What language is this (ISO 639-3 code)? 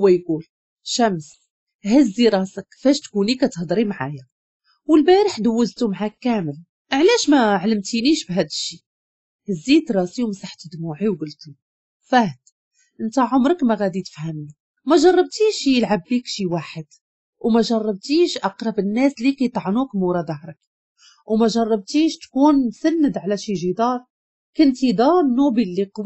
ary